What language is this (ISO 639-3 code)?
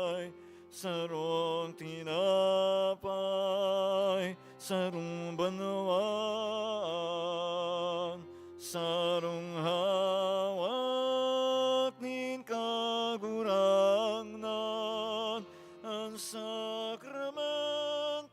bik